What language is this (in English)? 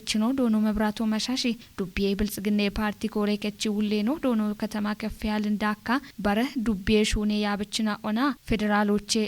Kafa